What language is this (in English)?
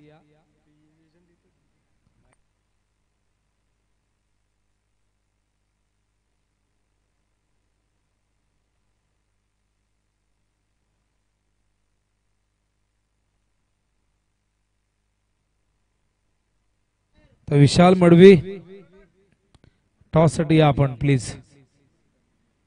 Marathi